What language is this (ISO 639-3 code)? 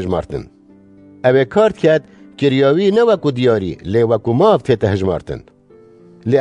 kur